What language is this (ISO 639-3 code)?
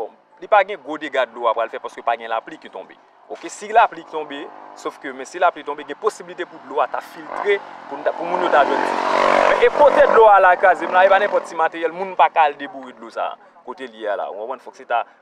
hat